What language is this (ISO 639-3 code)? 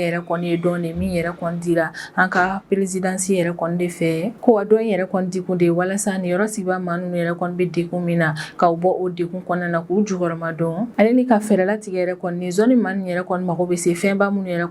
bam